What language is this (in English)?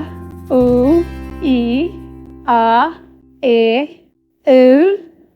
Tigrinya